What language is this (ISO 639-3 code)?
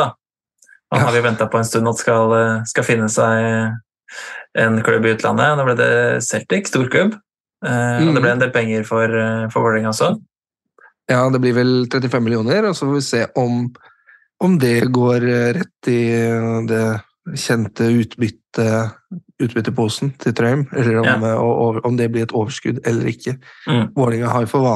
nor